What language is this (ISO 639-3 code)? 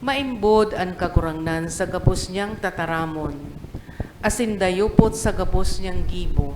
bik